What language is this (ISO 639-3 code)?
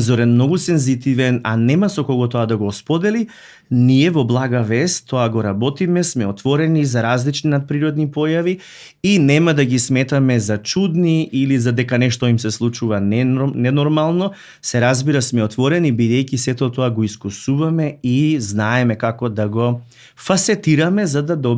mkd